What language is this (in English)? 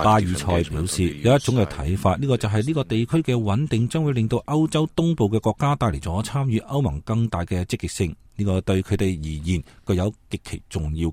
Cantonese